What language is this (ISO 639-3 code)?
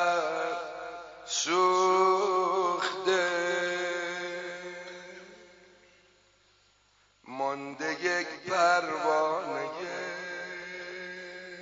fas